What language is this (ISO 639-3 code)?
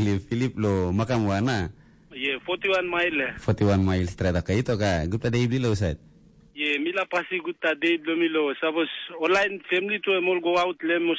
tpi